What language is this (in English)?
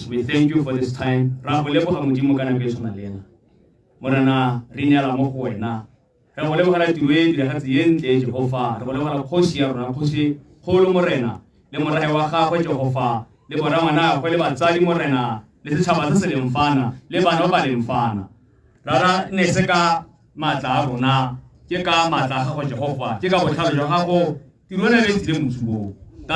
Tswana